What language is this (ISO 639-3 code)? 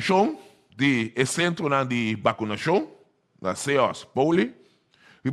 pap